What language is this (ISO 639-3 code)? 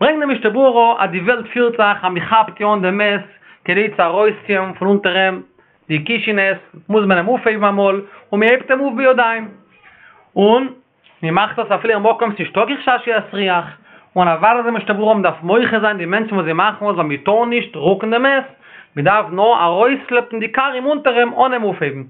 yid